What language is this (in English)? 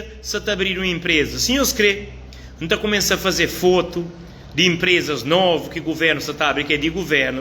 Kabuverdianu